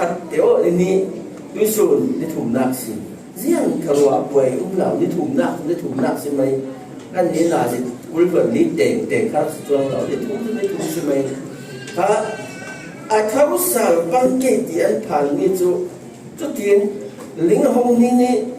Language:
Falam Chin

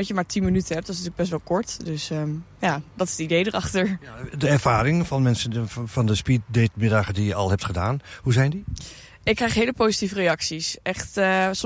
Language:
Dutch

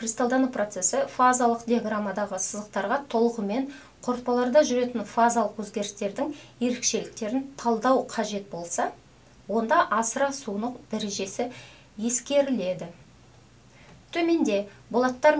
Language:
Kazakh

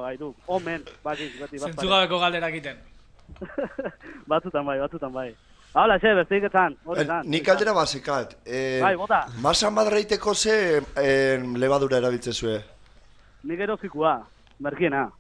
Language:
Basque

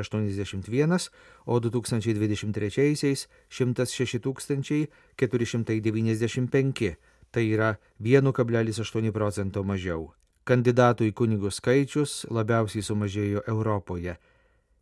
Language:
Lithuanian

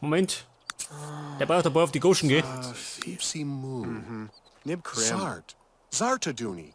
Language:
Bavarian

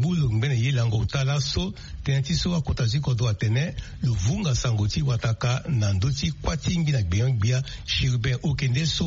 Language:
Sango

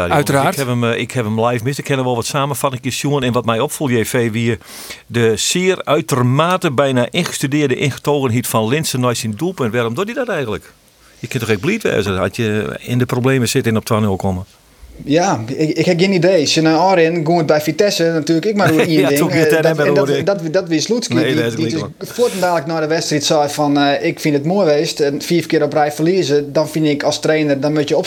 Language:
Western Frisian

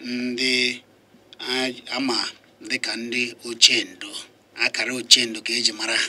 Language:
Igbo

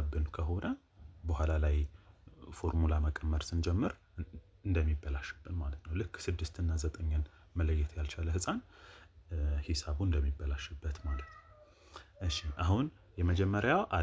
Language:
Amharic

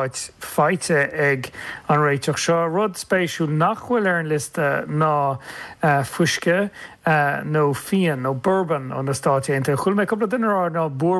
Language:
Irish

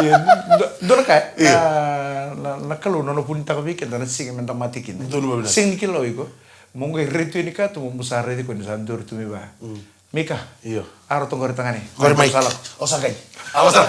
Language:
Fijian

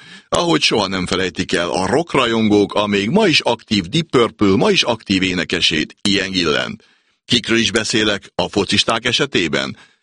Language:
Hungarian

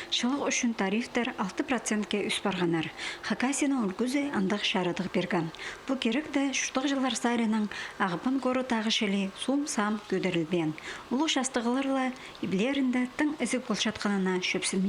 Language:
Khakas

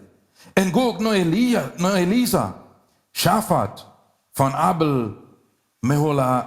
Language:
Plautdietsch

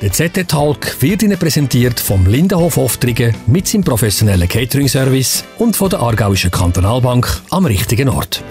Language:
Swiss German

